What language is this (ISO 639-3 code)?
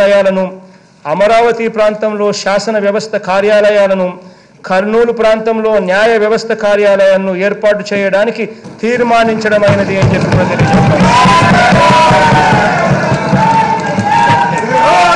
tel